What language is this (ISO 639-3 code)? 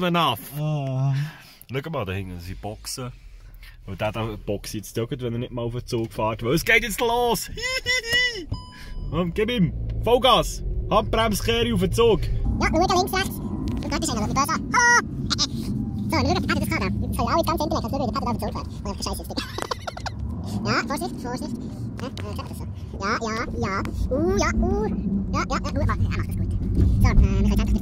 gsw